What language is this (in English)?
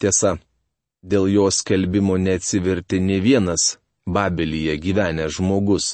Lithuanian